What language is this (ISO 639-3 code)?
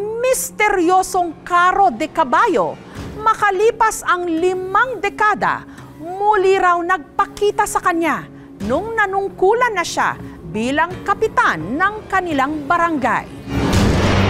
fil